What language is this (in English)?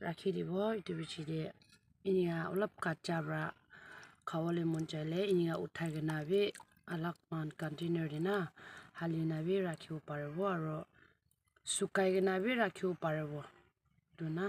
Naga Pidgin